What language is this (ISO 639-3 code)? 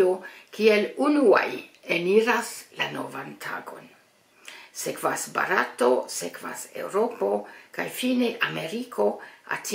epo